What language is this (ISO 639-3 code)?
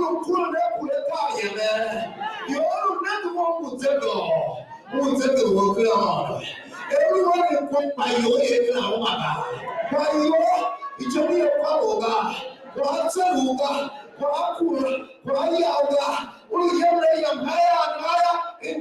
tiv